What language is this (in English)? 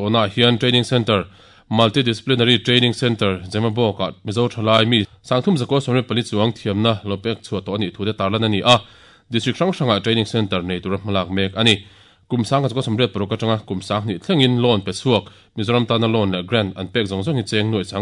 Mizo